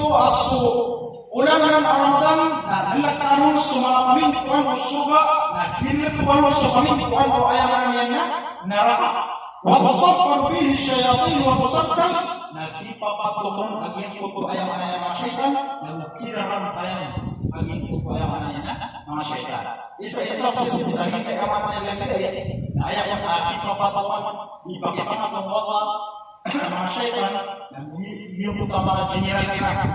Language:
Maranao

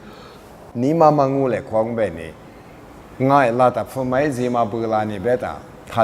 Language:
Lisu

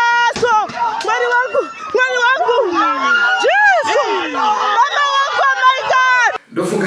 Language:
Shona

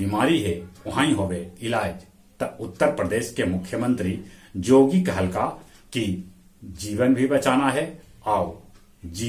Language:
Magahi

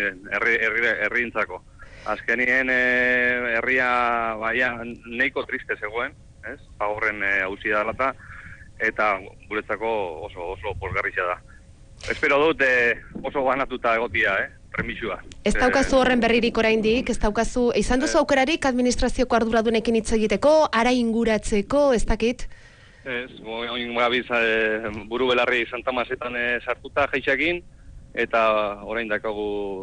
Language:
Basque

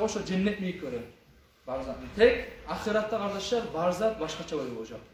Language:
Kumyk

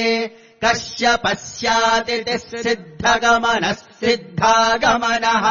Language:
Sanskrit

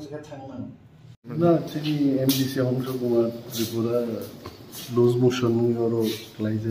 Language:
Kok Borok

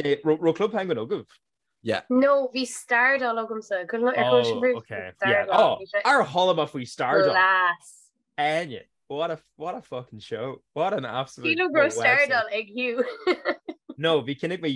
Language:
Irish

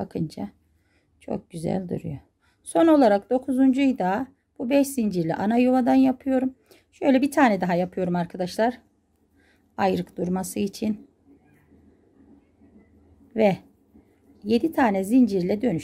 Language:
Turkish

